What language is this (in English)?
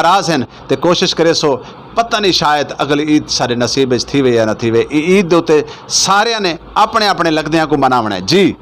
Saraiki